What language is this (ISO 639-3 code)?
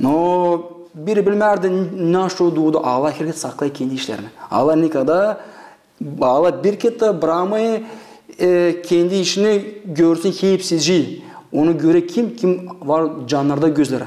gag